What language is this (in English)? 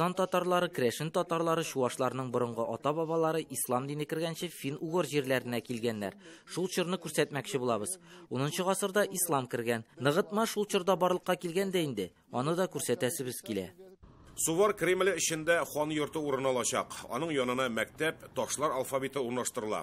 Tatar